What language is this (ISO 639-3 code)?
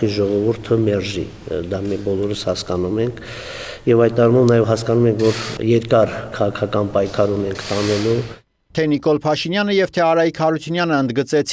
hye